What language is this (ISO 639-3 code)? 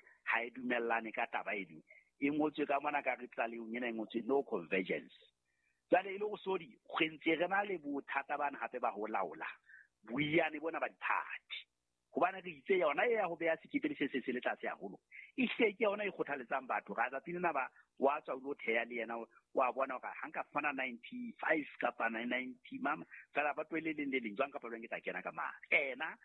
sot